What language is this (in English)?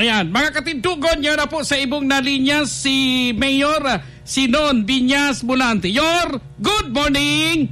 Bikol